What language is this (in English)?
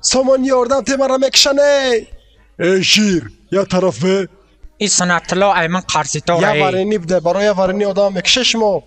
Tajik